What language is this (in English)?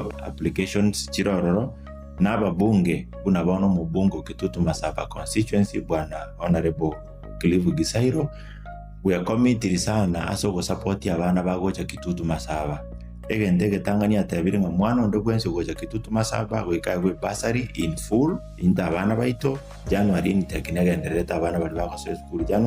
Gusii